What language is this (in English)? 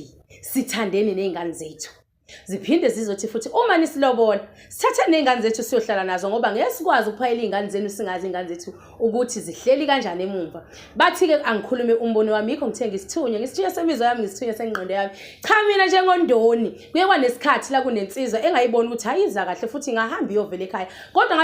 Zulu